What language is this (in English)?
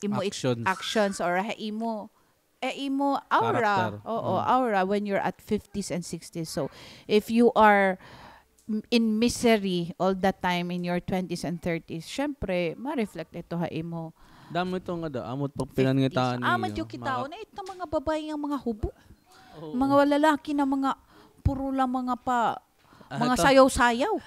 Waray